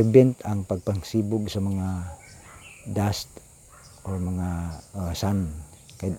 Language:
Cebuano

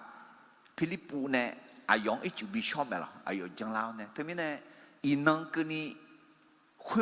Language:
Akha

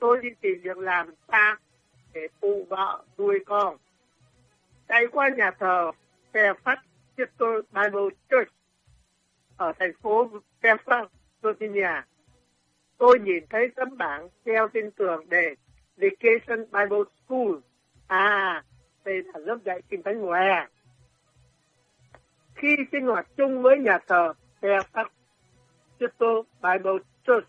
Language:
Vietnamese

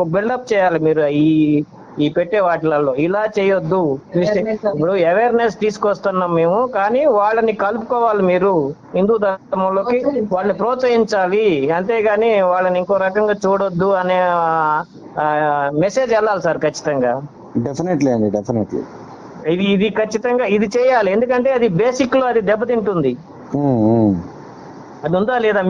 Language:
Telugu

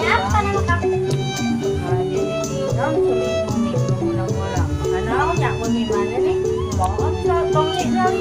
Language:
Betawi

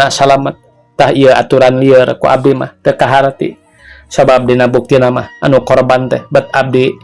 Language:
Sundanese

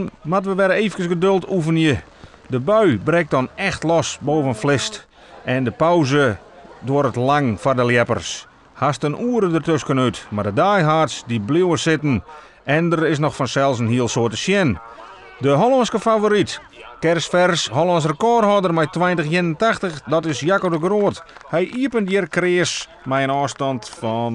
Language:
Western Frisian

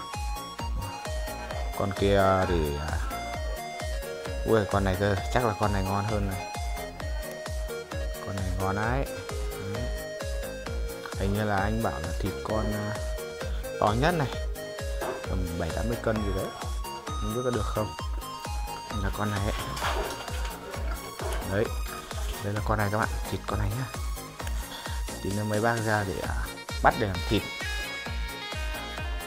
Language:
Vietnamese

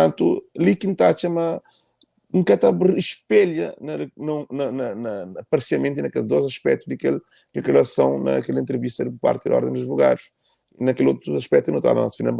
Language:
Kabuverdianu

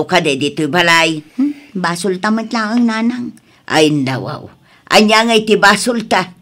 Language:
Iloko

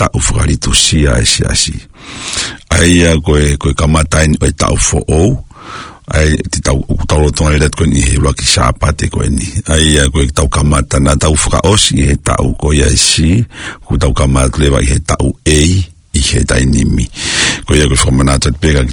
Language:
Tongan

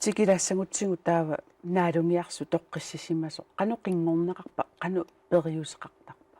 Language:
Kalaallisut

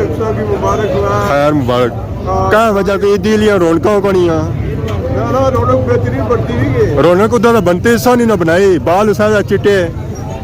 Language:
Pahari-Potwari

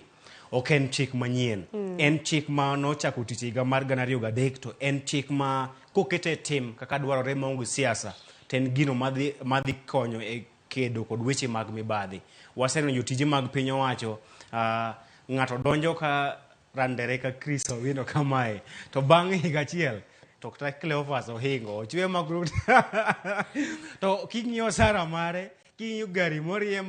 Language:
Luo (Kenya and Tanzania)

